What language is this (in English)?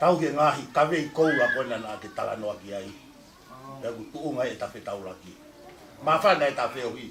Tongan